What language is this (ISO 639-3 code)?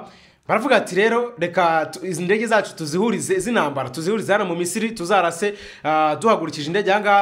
kin